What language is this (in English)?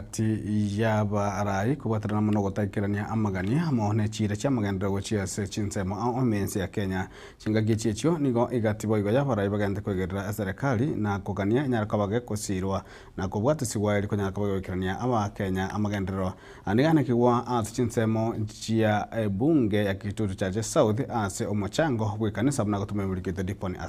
Gusii